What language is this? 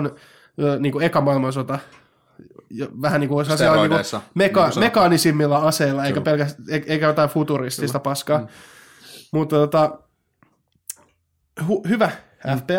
Finnish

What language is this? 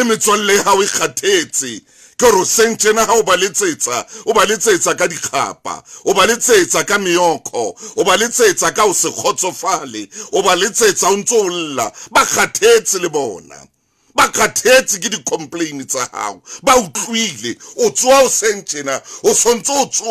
Southern Sotho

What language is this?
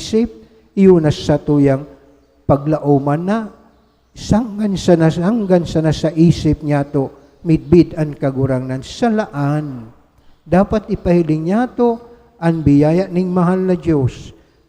Bikol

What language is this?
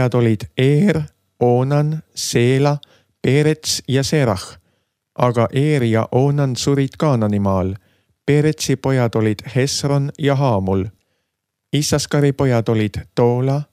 Estonian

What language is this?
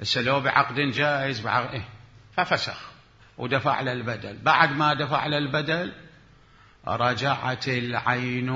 Mesopotamian Arabic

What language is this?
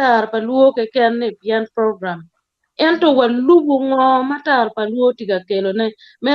Acoli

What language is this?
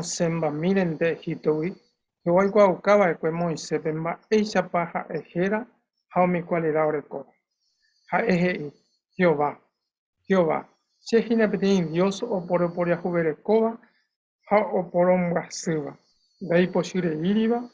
Guarani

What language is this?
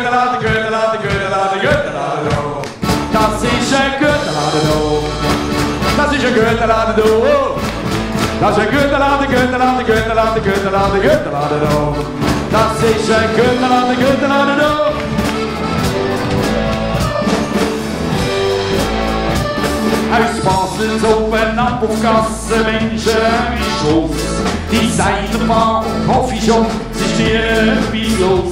German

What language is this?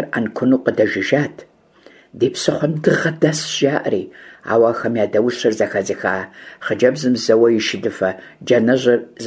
Kabardian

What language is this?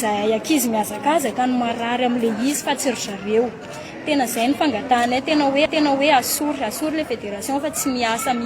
Malagasy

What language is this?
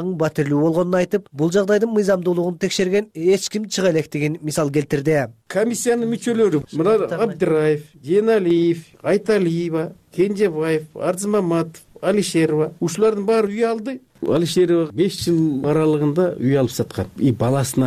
Kyrgyz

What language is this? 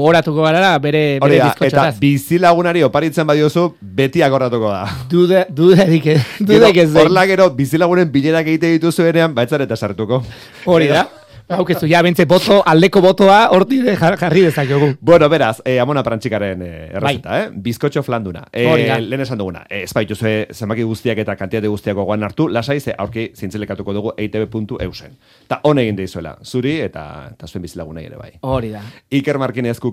Basque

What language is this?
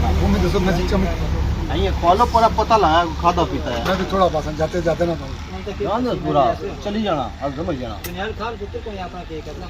Pahari-Potwari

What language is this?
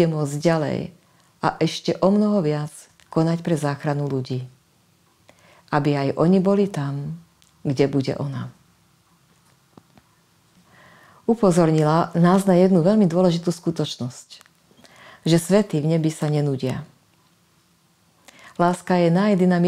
Slovak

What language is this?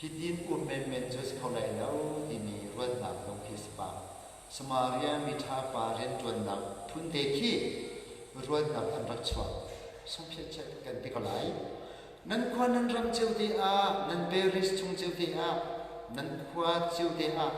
Hakha Chin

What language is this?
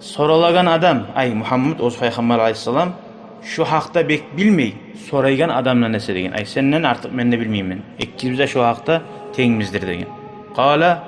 Kumyk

